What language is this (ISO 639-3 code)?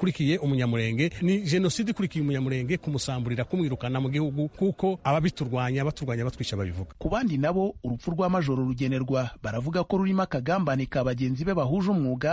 kin